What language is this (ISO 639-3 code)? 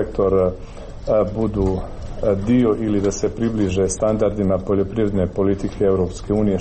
hrv